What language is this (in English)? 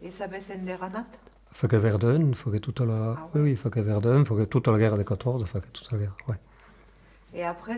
Occitan